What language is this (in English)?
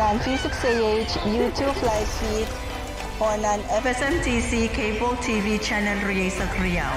Pohnpeian